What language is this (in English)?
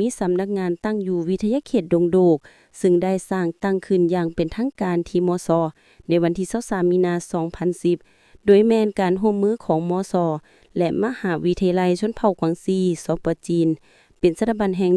Lao